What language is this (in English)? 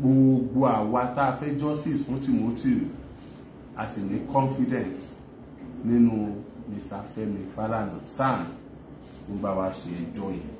Yoruba